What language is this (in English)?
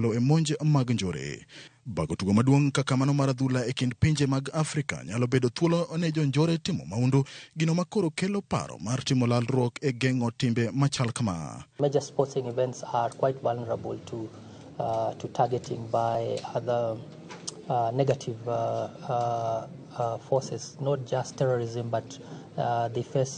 Luo (Kenya and Tanzania)